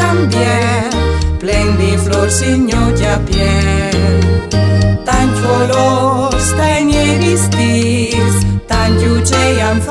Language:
Friulian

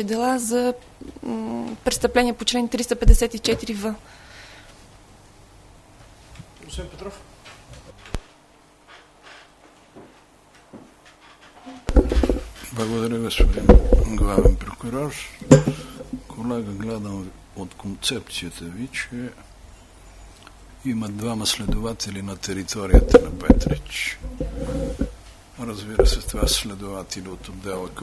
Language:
Bulgarian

